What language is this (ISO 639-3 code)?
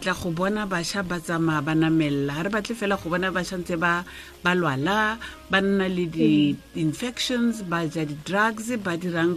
tsn